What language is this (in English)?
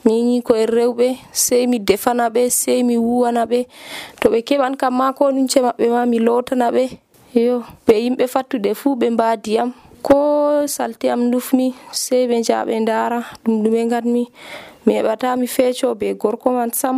Nigerian Fulfulde